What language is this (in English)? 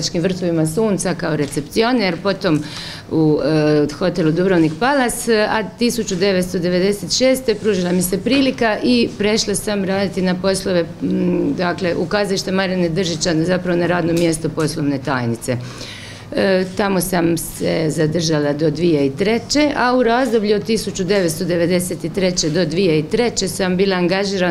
Croatian